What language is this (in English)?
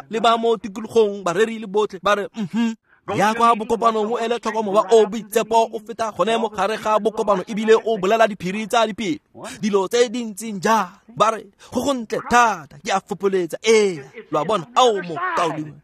Tswana